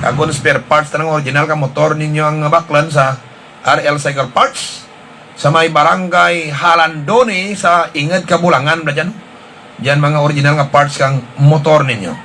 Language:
Hiligaynon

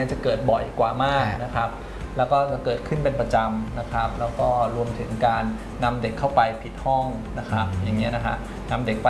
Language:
Thai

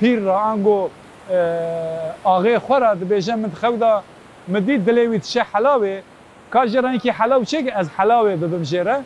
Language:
Kurdish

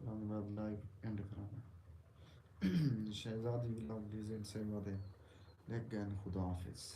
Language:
Saraiki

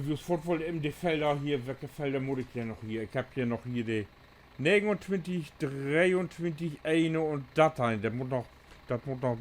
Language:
Low German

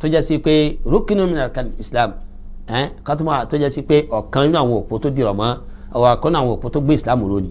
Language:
Yoruba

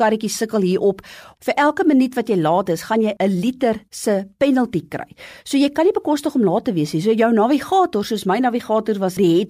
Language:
Afrikaans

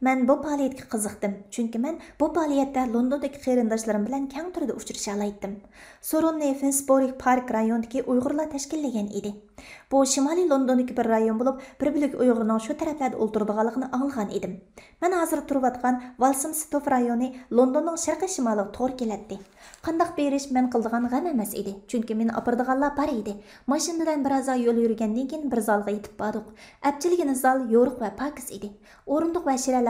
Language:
Uyghur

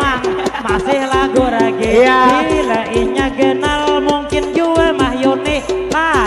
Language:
Banjar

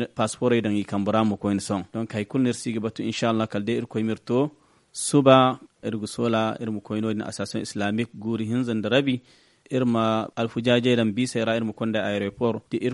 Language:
Zarma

